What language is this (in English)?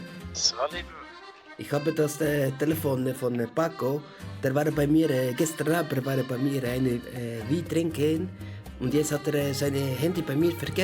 Swiss German